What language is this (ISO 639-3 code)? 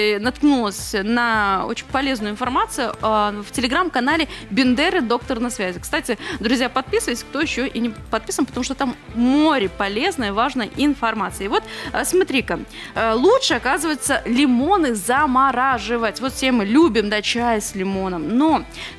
rus